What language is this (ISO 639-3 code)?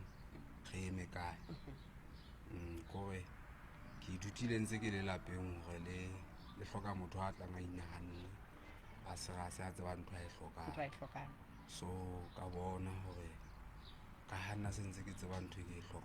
sot